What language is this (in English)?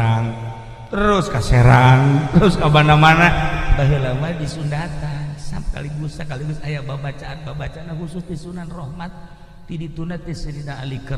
Sundanese